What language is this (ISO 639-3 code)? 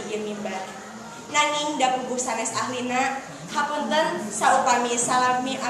sun